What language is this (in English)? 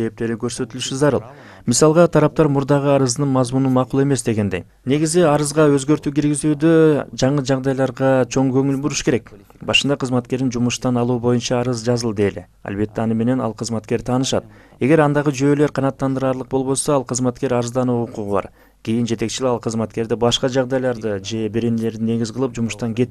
Kyrgyz